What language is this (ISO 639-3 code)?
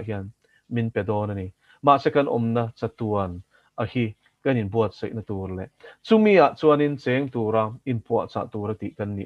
lus